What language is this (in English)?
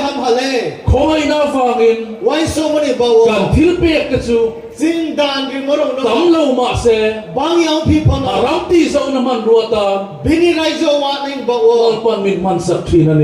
Riang (India)